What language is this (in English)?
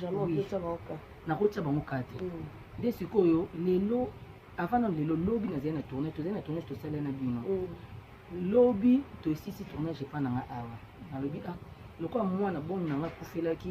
Lingala